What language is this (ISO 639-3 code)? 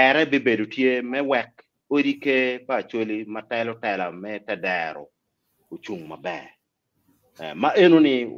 ach